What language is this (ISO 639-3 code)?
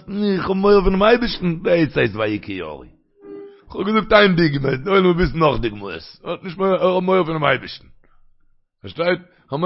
yid